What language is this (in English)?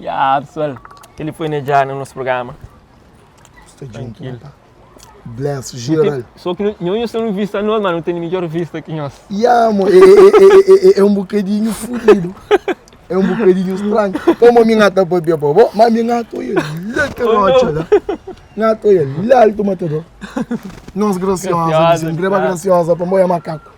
Kabuverdianu